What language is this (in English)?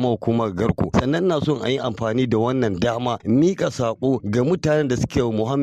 Hausa